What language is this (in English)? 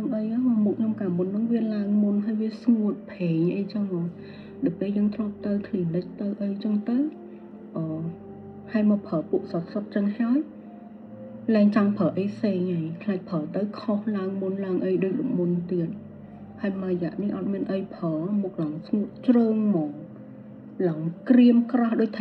Khmer